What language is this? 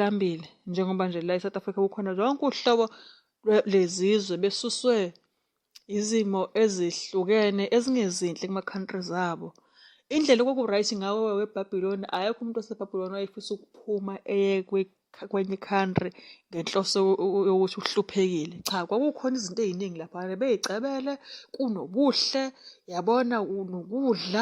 Zulu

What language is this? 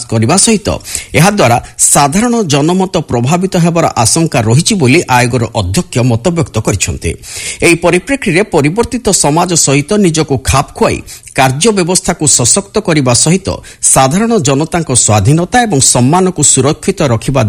Odia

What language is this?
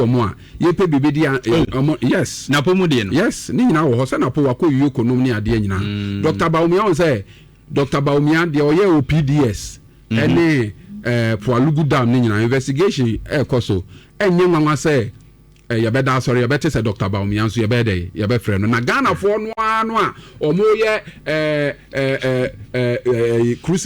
Akan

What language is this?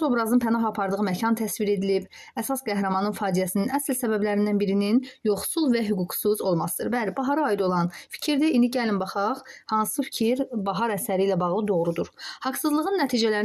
Azerbaijani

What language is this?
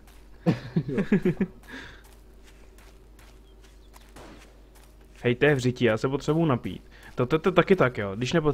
Czech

